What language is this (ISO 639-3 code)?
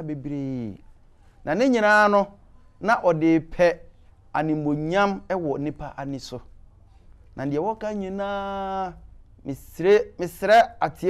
aka